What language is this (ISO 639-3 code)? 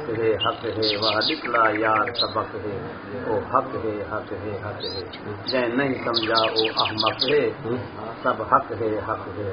skr